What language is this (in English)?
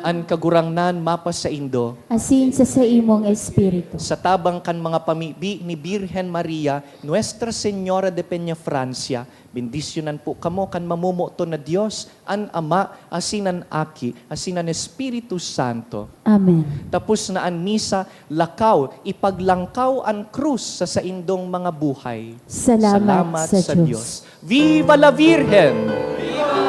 Bikol